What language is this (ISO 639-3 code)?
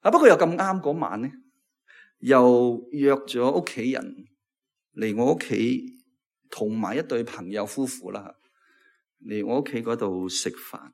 yue